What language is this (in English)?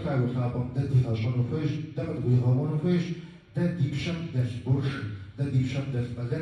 Kabardian